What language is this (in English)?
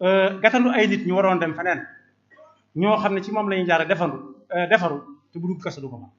Wolof